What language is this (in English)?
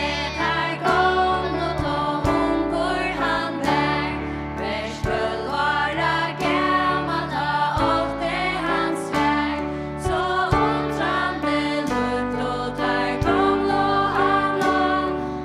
Faroese